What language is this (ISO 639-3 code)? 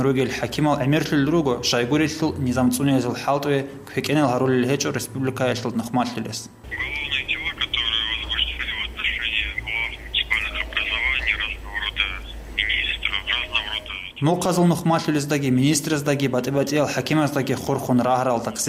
ava